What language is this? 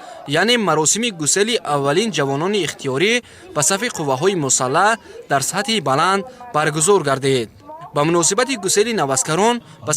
Tajik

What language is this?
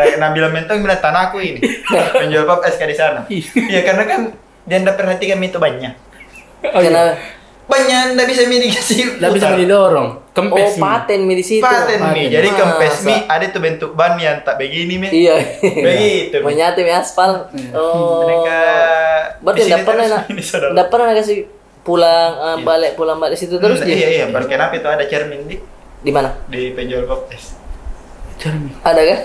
Makassar Malay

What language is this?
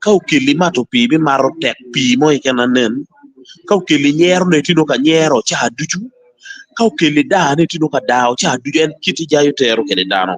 Acoli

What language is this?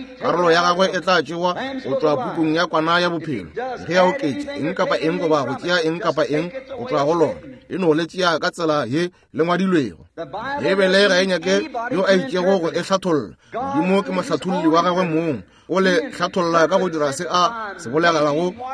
Northern Sotho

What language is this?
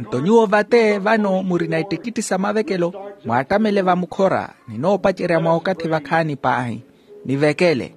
Makhuwa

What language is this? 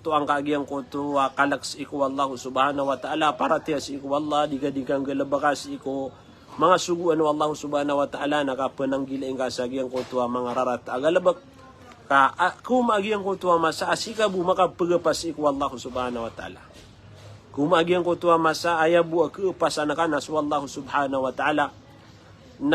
Maranao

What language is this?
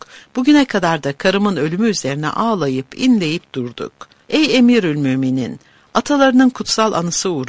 Turkish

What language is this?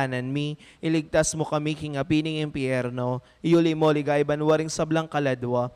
Pampanga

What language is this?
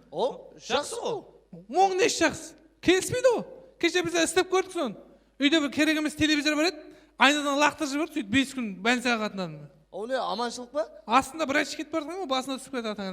Kara-Kalpak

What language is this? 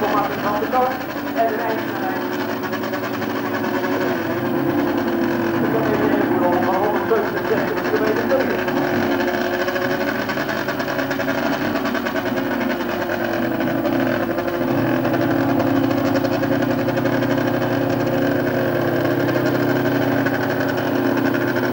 Dutch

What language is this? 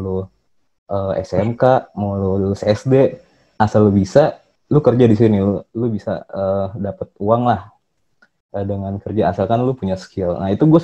Indonesian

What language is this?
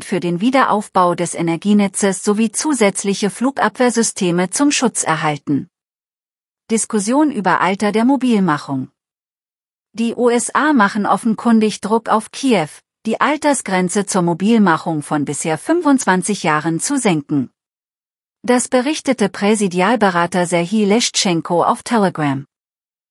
German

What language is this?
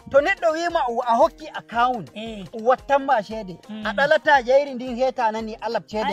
Nigerian Fulfulde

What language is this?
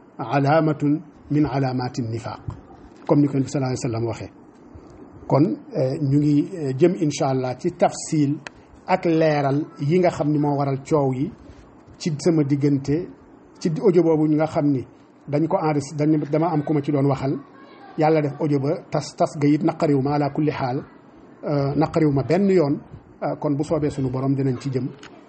Wolof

